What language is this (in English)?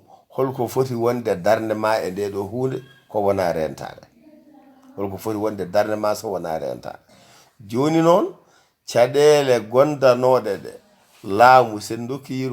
Fula